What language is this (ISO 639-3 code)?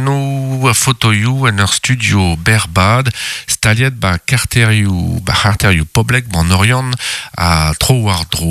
bre